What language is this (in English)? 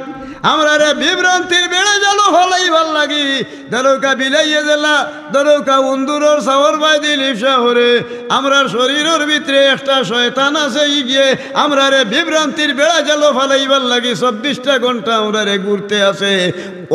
Sylheti